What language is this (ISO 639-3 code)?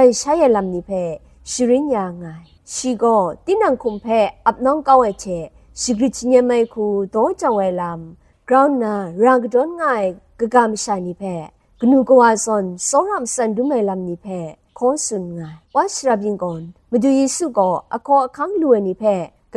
kac